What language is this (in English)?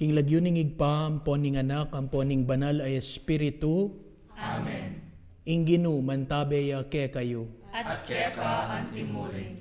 Pampanga